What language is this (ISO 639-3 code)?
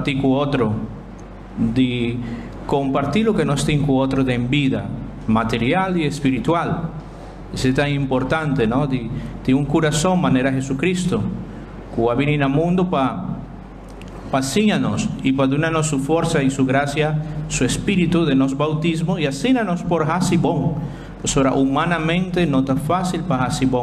pap